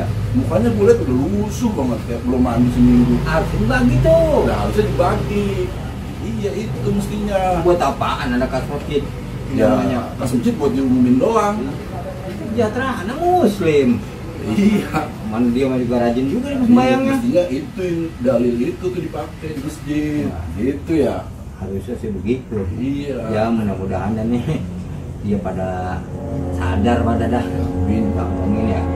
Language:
Betawi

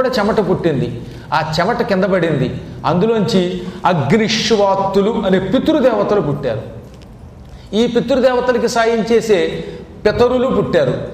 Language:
Telugu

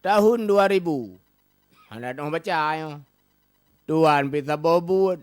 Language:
Achinese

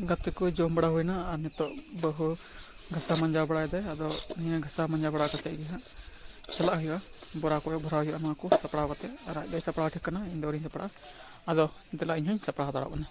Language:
Santali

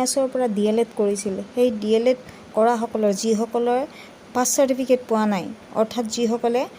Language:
Assamese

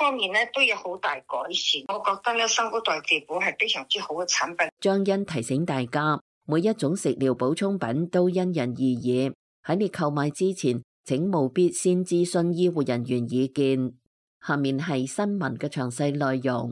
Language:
Cantonese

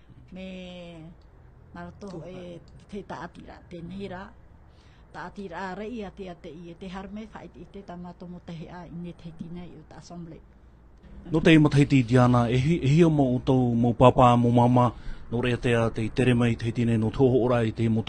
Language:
Tahitian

